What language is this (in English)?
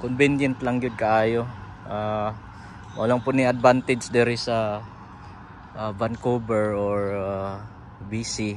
Cebuano